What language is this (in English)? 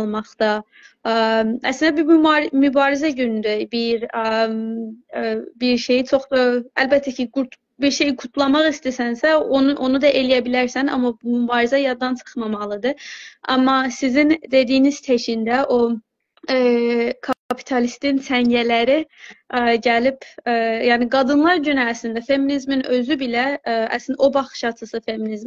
South Azerbaijani